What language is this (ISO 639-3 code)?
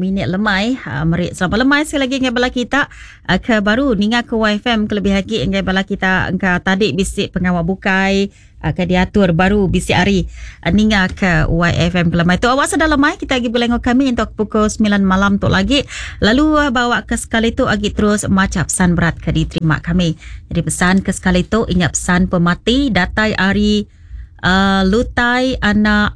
iba